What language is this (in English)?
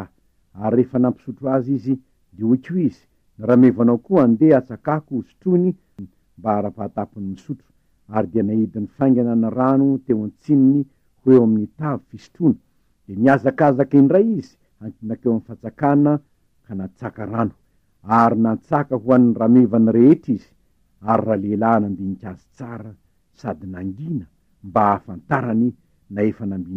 Malagasy